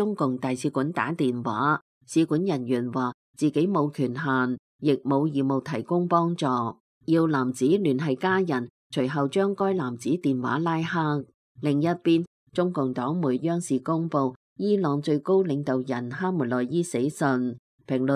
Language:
Cantonese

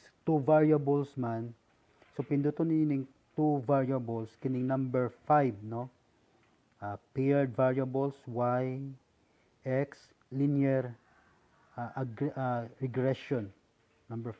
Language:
Cebuano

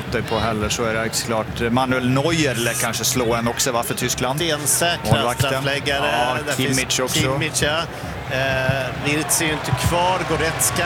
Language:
Swedish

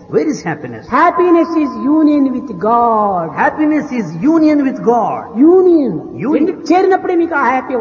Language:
Telugu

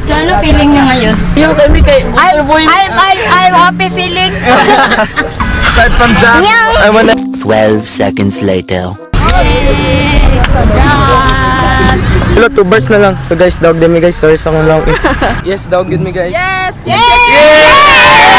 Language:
Cebuano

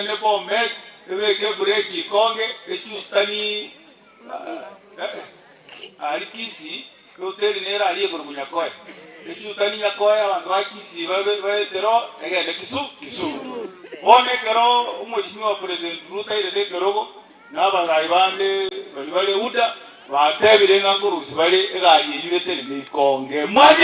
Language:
Gusii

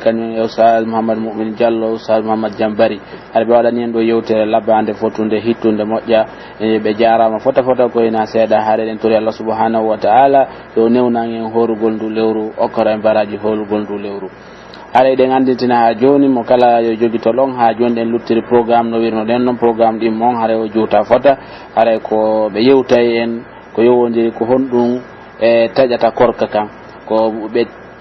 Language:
Pular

